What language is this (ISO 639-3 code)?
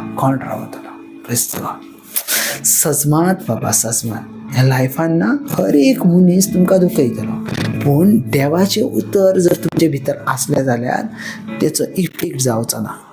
kok